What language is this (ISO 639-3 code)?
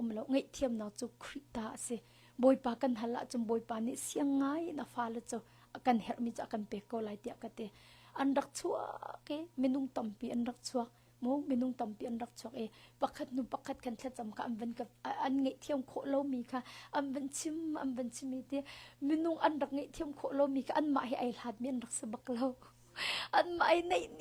cnh